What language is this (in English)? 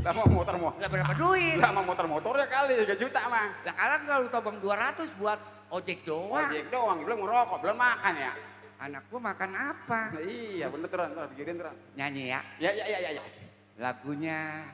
Betawi